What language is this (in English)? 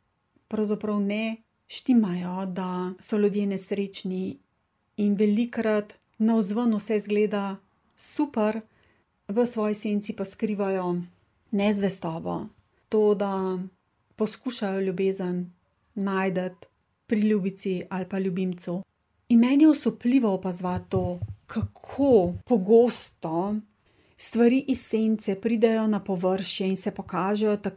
Slovenian